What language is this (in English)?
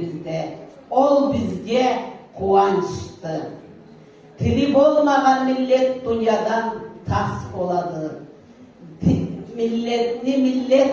Karachay-Balkar